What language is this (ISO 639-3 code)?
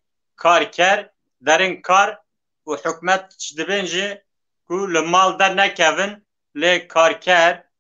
kur